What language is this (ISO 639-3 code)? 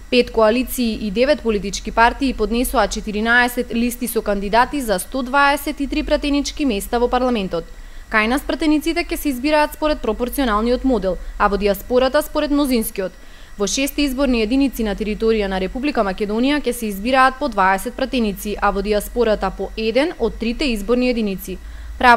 mkd